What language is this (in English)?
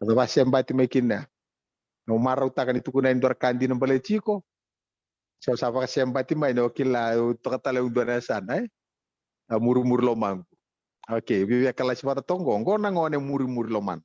Fijian